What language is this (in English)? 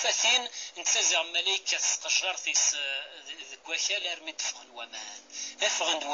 Kabyle